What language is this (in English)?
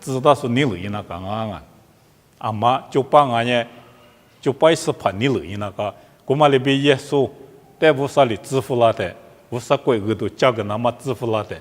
Lisu